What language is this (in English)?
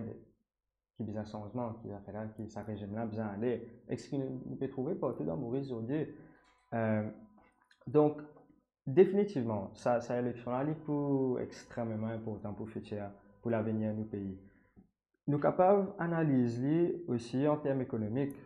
Morisyen